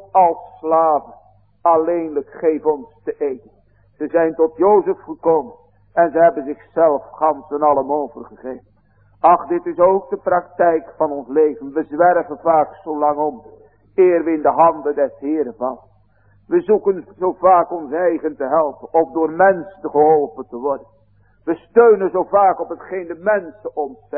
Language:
Dutch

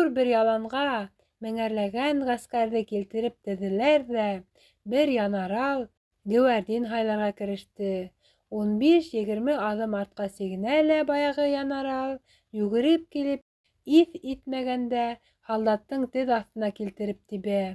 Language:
Bashkir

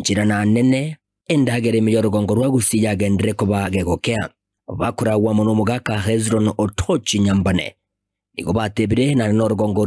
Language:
Gusii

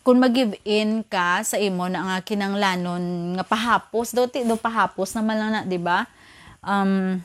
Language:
Hiligaynon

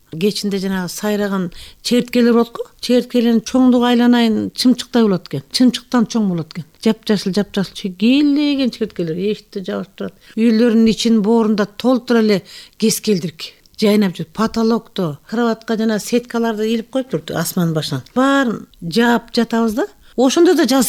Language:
Kyrgyz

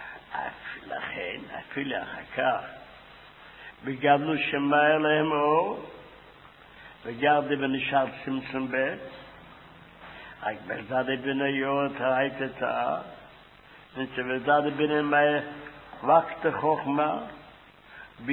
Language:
Hebrew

